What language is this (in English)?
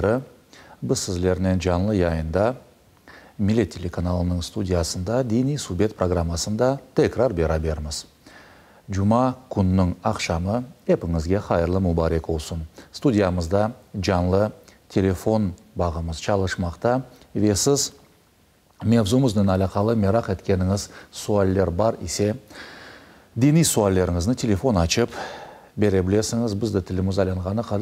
Crimean Tatar